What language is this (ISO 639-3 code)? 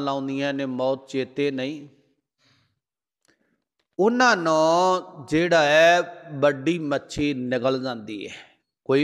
pan